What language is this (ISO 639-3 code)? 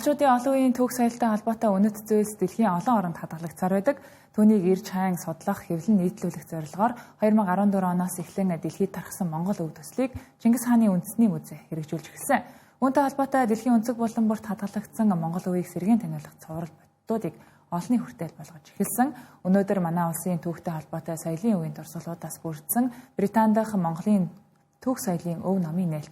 mon